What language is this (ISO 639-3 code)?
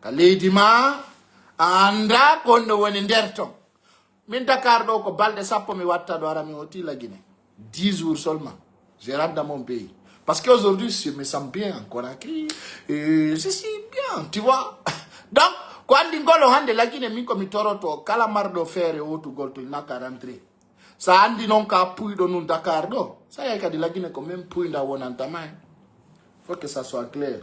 ful